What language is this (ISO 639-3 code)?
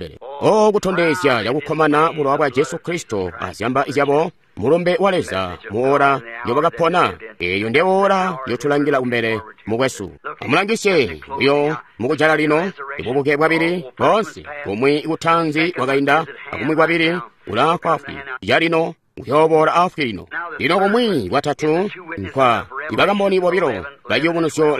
toi